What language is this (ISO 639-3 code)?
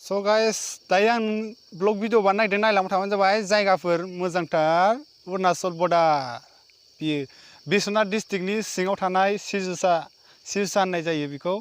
brx